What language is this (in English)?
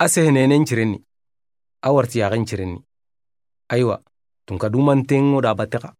Soninke